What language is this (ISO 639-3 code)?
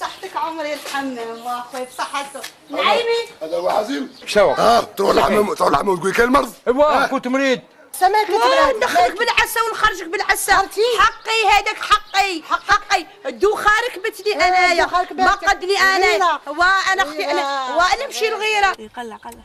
arq